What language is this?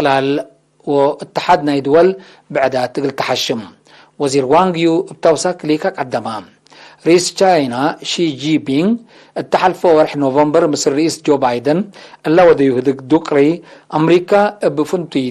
Tigre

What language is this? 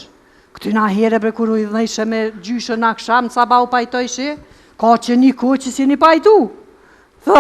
Albanian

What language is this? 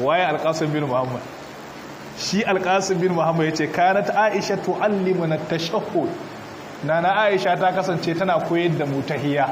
Hausa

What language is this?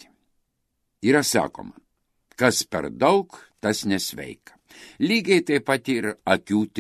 Lithuanian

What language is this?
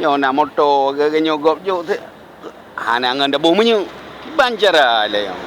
Achinese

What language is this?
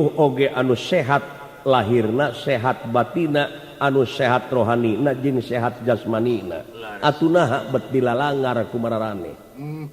Sundanese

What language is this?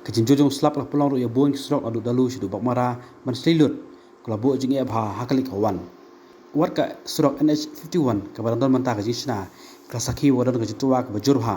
Khasi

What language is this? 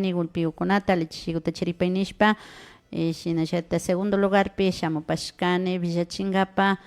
Imbabura Highland Quichua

